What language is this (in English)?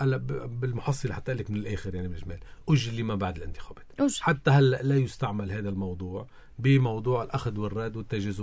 North Levantine Arabic